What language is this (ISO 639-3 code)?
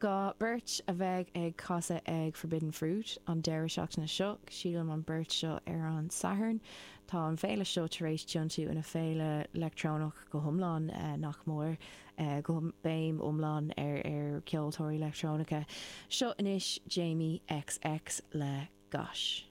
gle